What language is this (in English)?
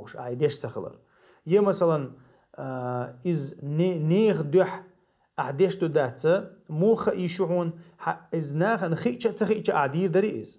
Chechen